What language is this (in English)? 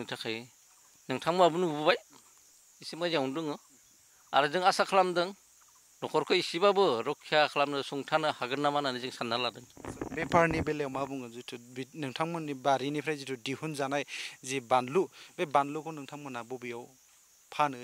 Bodo